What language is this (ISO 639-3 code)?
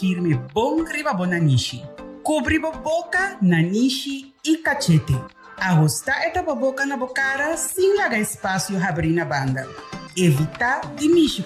pap